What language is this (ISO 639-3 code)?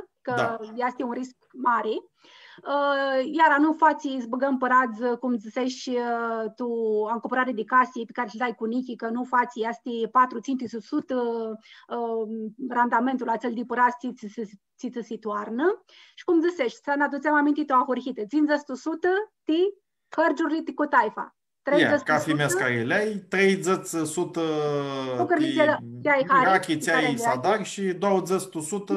rup